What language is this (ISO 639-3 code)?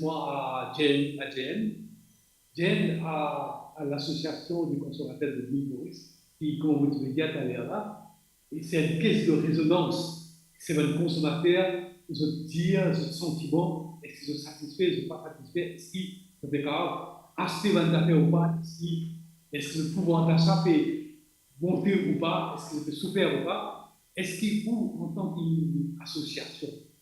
mfe